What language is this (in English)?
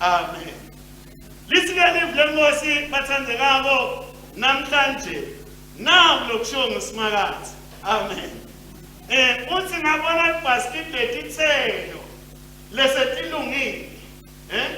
Swati